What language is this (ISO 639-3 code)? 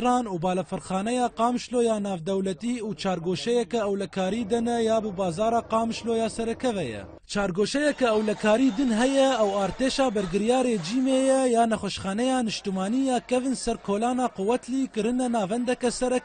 kur